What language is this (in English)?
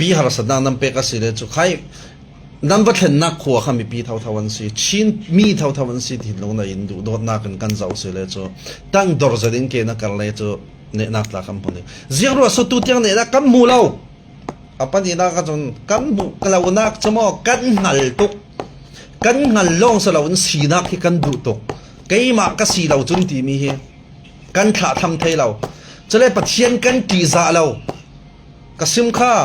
Falam Chin